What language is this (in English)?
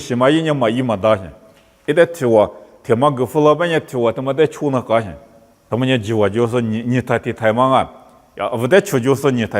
Lisu